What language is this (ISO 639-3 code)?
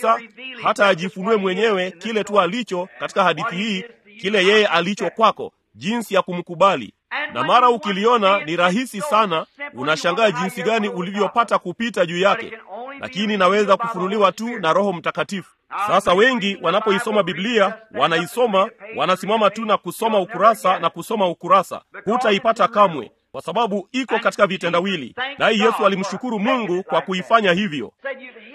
swa